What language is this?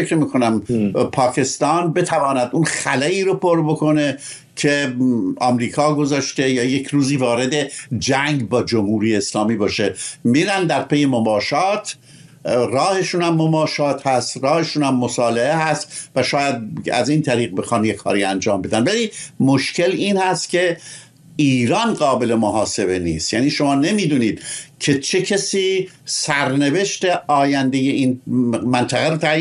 Persian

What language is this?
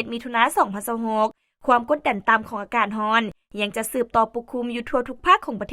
Lao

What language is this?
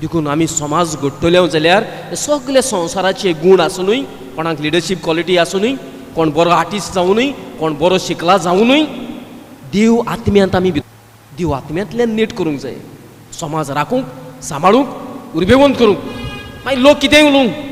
Konkani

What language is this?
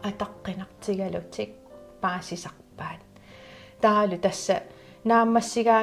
Kalaallisut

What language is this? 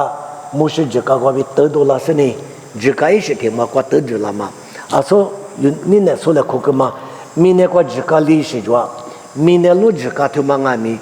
Lisu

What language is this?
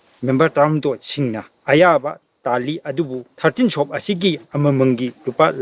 Manipuri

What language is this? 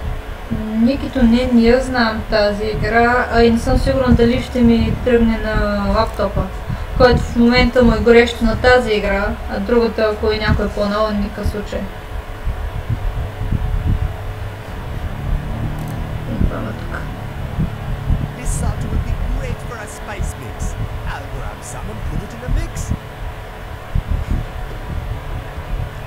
Bulgarian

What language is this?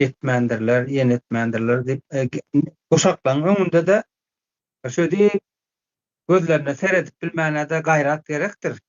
Turkmen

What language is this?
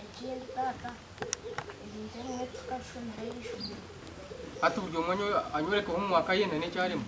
Nyankole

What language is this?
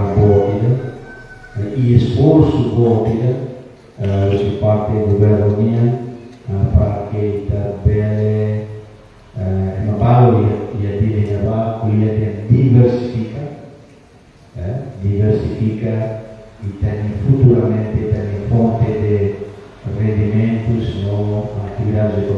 Tetum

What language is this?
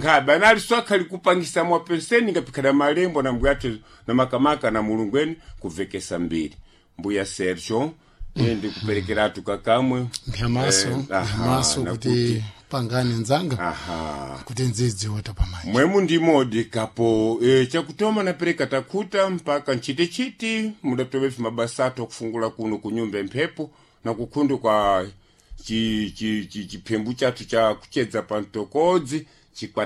Sena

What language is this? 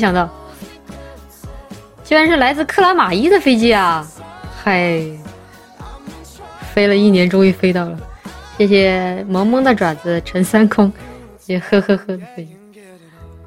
Chinese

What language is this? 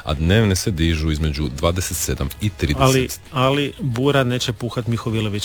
Croatian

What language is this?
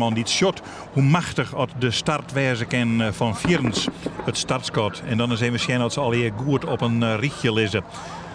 Western Frisian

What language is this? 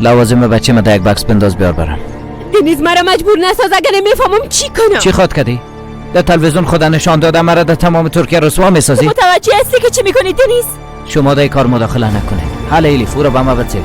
Persian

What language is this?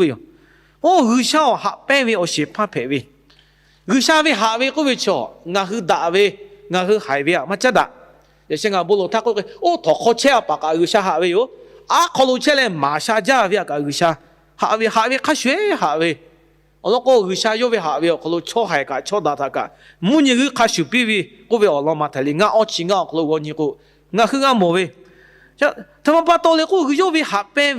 Lahu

